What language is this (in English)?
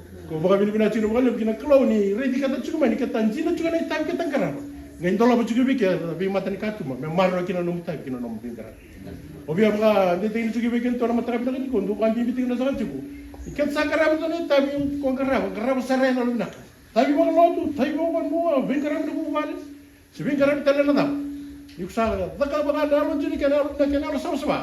Fijian